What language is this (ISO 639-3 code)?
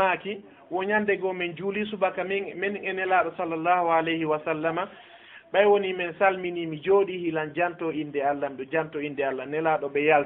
ful